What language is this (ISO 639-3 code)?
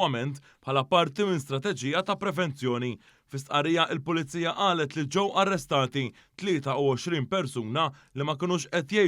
mlt